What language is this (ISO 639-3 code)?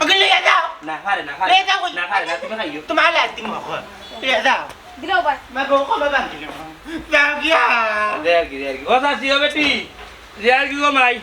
syl